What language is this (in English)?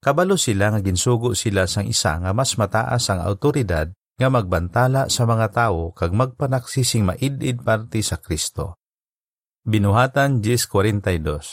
Hiligaynon